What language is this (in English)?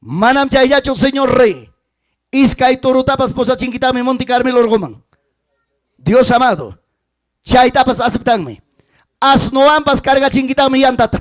Ayacucho Quechua